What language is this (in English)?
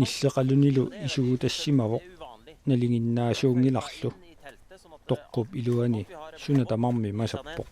Kalaallisut